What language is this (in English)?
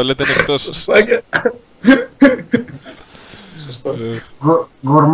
Greek